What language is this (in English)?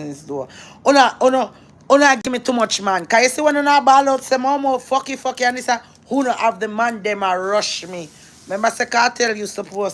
Jamaican Creole English